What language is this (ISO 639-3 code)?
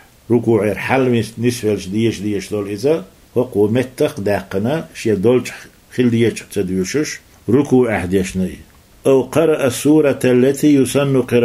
che